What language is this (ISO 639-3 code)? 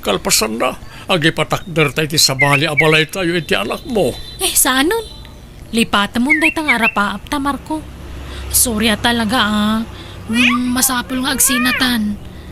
ilo